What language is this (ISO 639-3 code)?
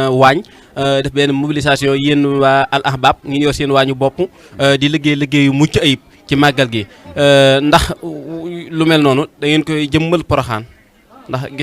wol